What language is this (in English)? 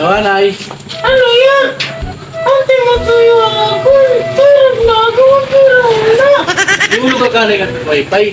Waray